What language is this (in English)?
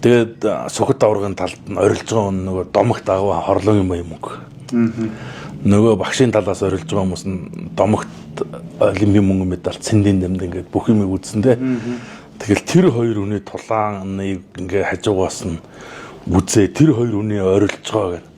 Mongolian